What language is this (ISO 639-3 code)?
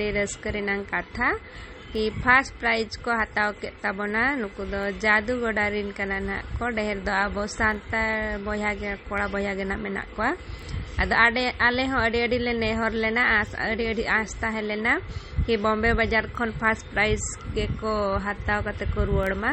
sat